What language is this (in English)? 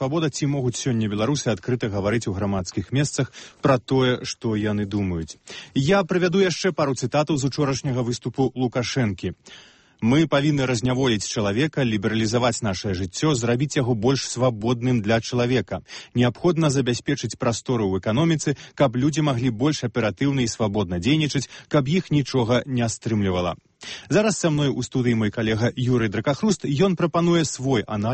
Belarusian